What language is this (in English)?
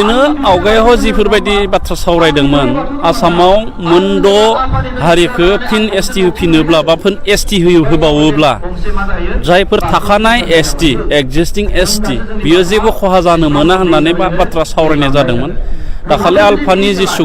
Bodo